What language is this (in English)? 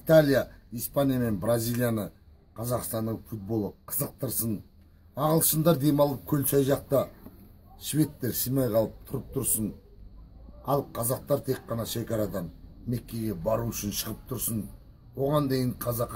Kazakh